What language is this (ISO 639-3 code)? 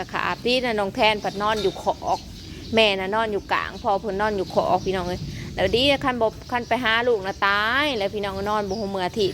tts